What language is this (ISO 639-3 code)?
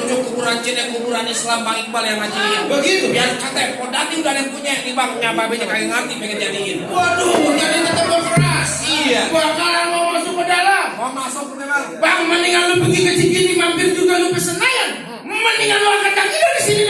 bew